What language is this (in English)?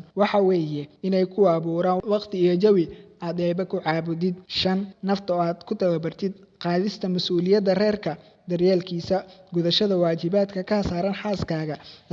Somali